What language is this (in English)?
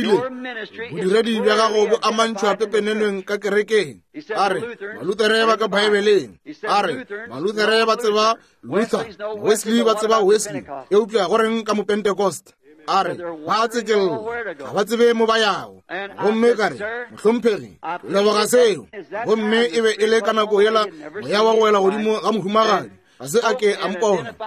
Northern Sotho